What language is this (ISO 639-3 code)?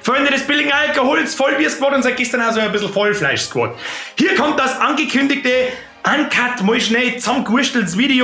bar